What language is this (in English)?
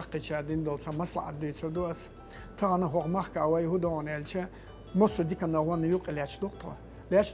Chechen